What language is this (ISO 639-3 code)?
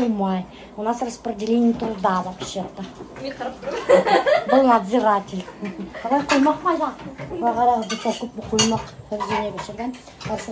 bak